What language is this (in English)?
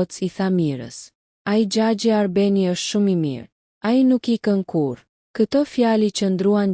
Albanian